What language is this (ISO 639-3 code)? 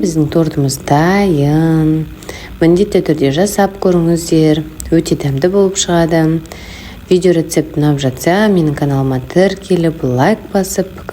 kaz